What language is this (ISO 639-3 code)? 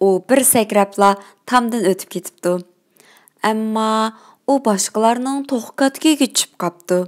uig